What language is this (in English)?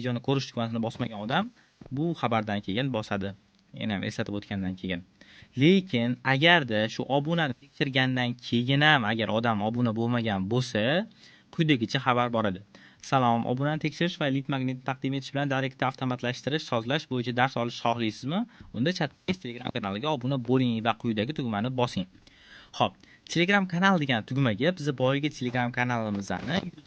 Uzbek